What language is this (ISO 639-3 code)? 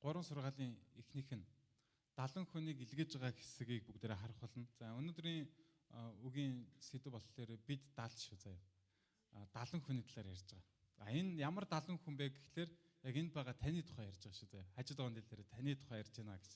mon